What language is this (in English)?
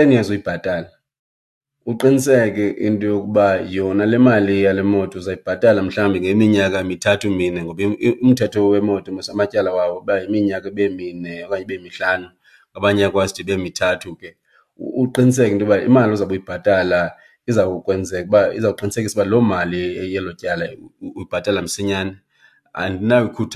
Xhosa